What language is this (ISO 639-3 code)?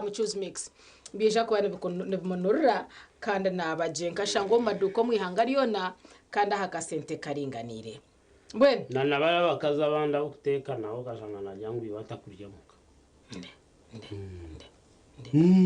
nyn